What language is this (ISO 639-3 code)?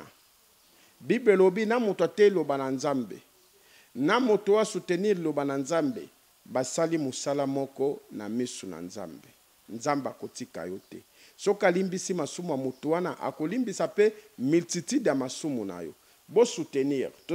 lin